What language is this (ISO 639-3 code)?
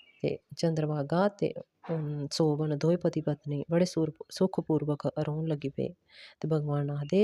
doi